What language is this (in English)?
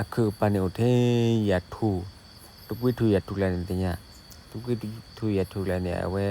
S'gaw Karen